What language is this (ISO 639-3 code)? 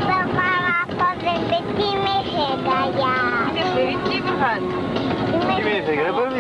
chv